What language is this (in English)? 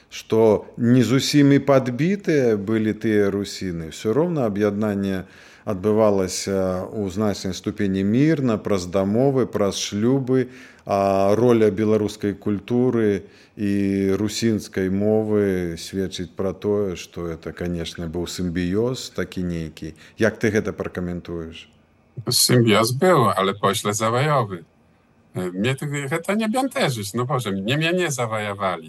Belarusian